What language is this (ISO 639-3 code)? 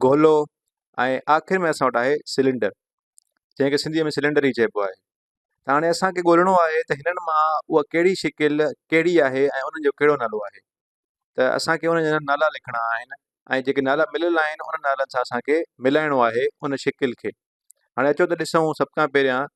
snd